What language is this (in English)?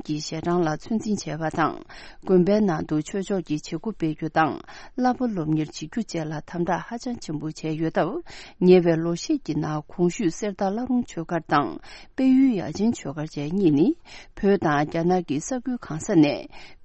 Tibetan